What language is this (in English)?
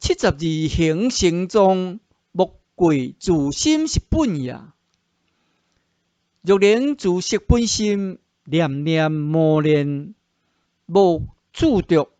Min Nan Chinese